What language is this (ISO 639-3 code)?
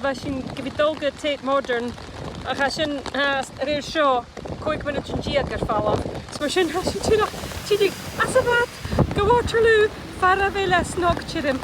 gla